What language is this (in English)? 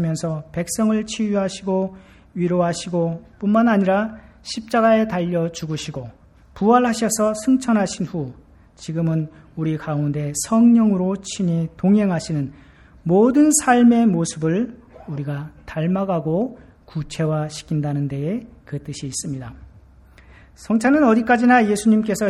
Korean